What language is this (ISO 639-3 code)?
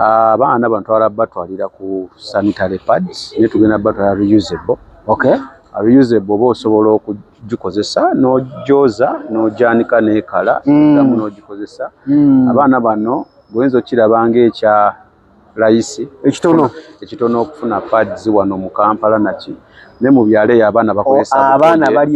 lug